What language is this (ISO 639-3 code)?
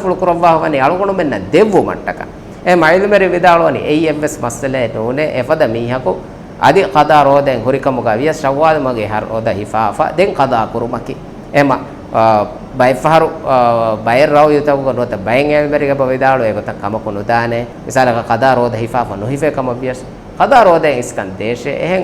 div